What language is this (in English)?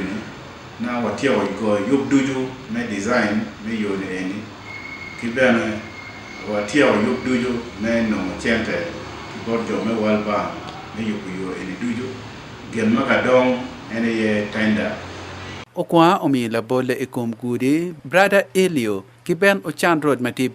Acoli